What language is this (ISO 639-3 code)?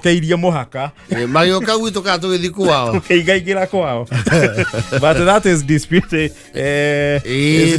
kik